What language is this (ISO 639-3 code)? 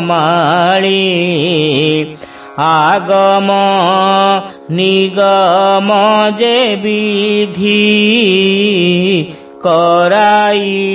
ori